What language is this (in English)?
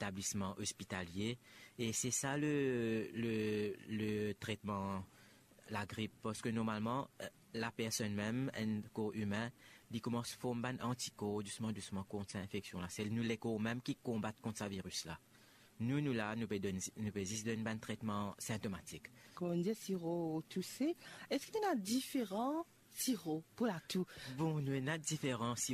Morisyen